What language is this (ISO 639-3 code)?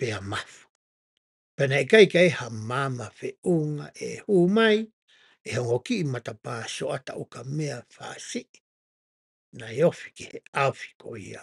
ton